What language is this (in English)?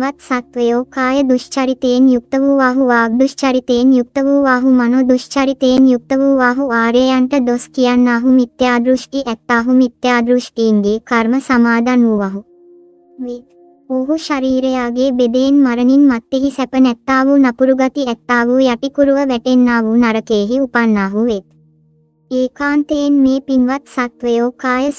Sinhala